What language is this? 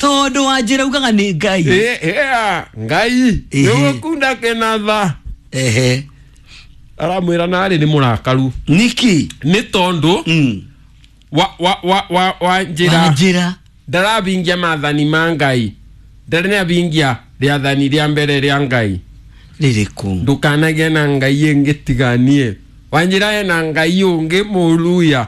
Kikuyu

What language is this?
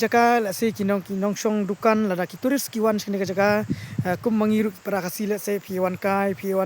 Khasi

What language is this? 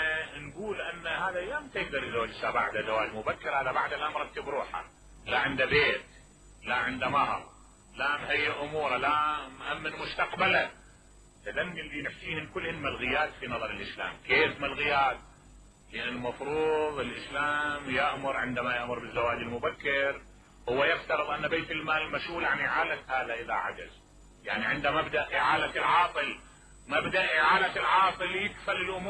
Mesopotamian Arabic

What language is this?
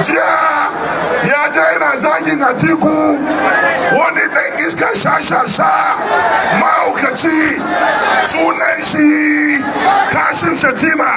Hausa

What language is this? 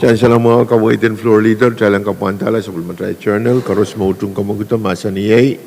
Pohnpeian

